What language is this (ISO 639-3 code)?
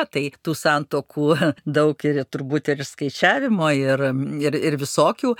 lit